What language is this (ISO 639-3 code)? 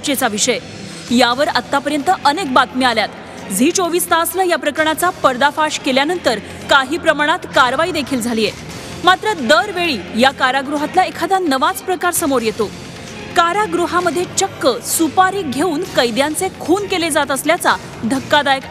mar